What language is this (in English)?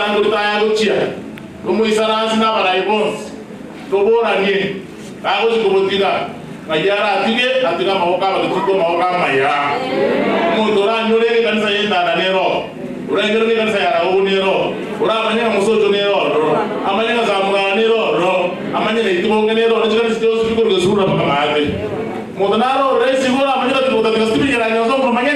Gusii